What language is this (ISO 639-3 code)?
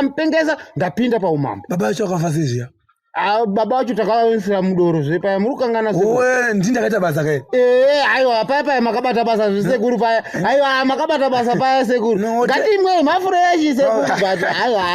sna